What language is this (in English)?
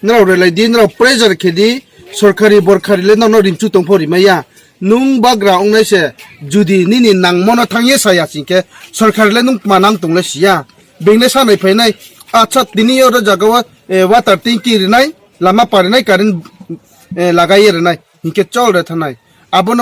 Riang (India)